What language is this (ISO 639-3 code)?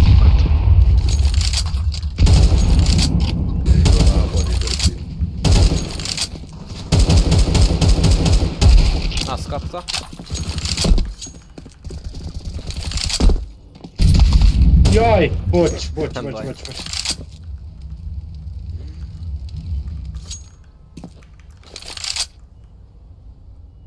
hun